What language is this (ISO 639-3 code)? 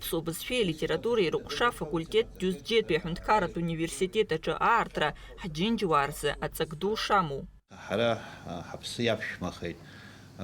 abk